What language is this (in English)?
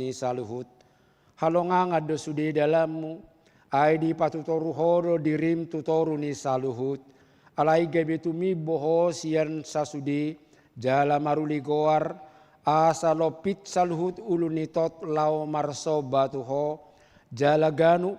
Batak Toba